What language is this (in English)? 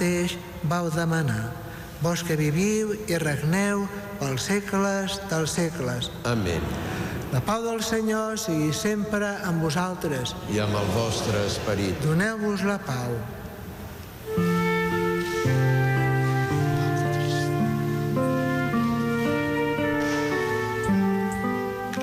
Catalan